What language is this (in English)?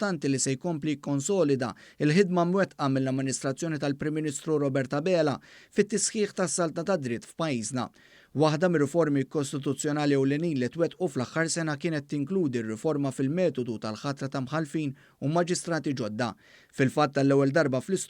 Maltese